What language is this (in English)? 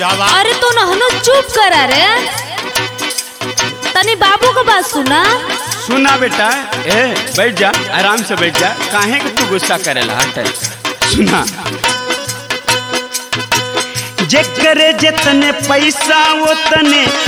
Bhojpuri